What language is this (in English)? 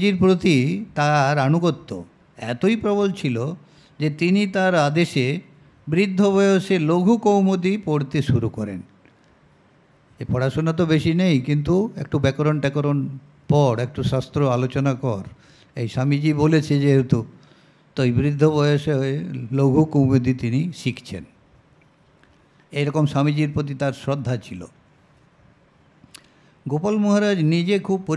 Bangla